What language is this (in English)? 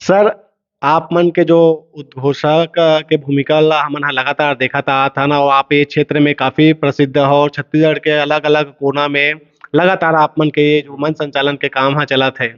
Chhattisgarhi